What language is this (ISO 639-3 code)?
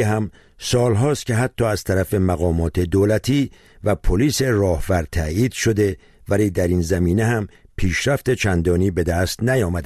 fas